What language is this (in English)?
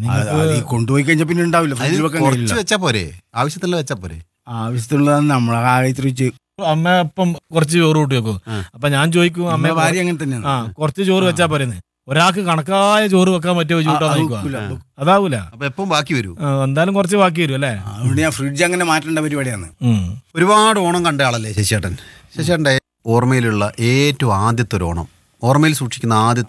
Malayalam